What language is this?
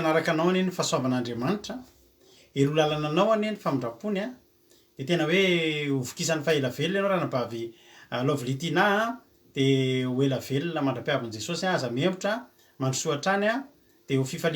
Malagasy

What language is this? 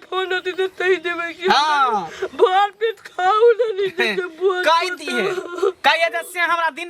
Maithili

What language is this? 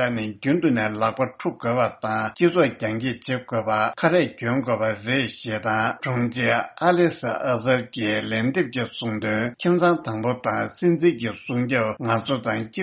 Tibetan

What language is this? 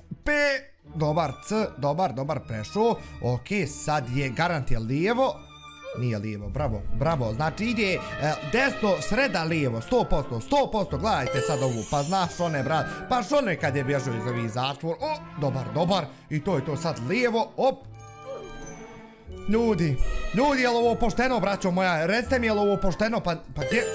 Bosnian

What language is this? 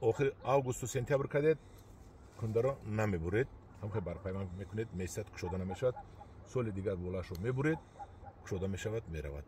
Tajik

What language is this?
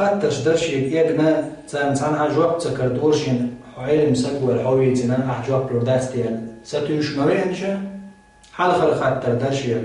Chechen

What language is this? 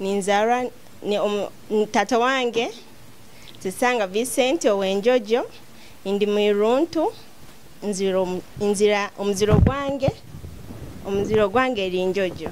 Nyoro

